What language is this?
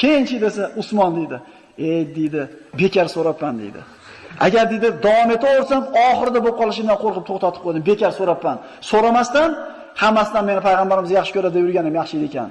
Uzbek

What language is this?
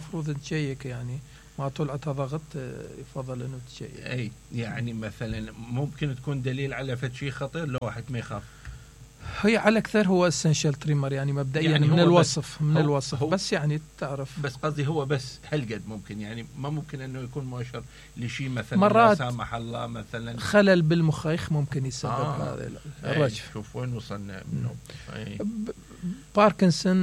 Mesopotamian Arabic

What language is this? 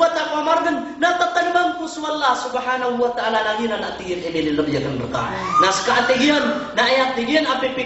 Maranao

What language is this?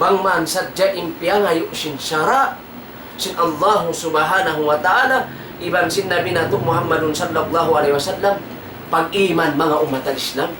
Tausug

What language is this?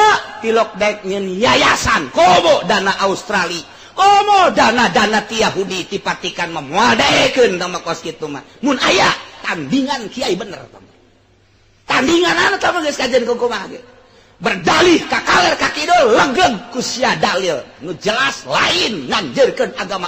Sundanese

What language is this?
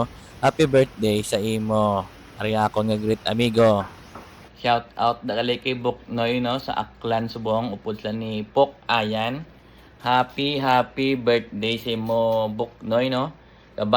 Hiligaynon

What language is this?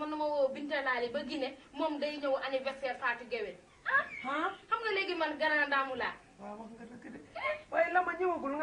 Wolof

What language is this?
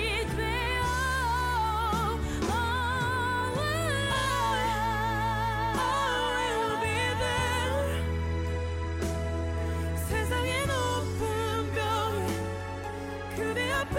Korean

